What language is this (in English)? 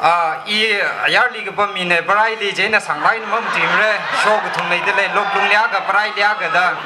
Tangkhul Naga (India)